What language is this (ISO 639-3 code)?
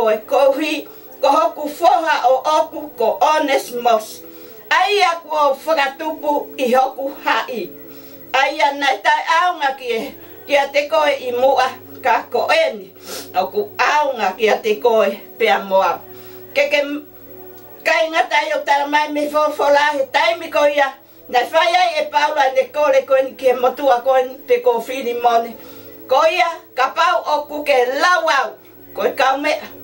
ton